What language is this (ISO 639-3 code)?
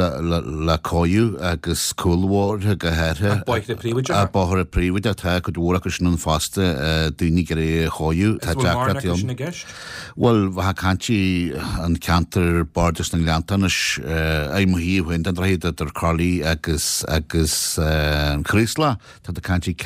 gle